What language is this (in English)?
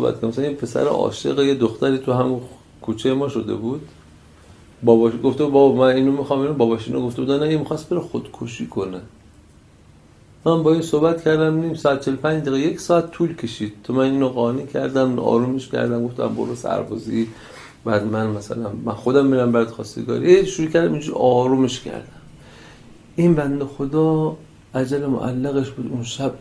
Persian